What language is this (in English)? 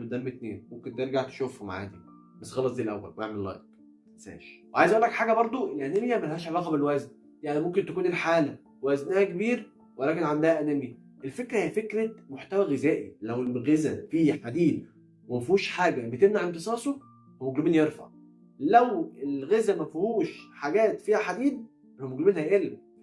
Egyptian Arabic